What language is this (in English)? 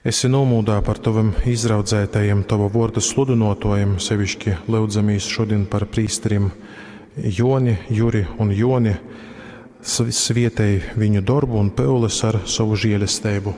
Latgalian